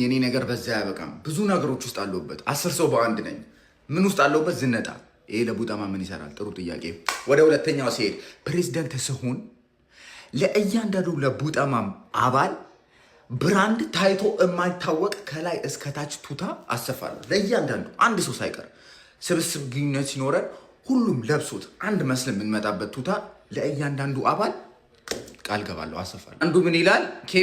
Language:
Amharic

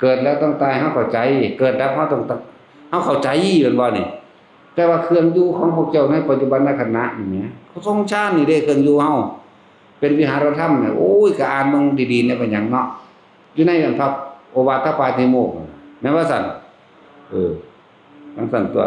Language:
Northeastern Thai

